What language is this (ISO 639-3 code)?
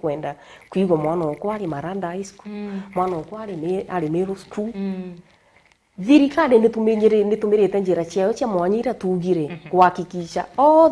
mer